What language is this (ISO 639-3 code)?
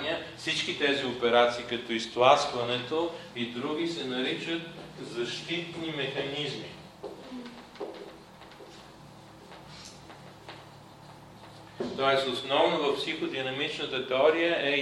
bul